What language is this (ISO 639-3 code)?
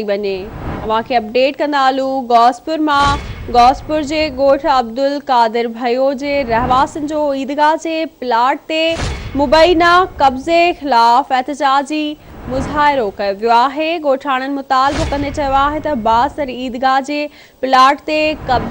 snd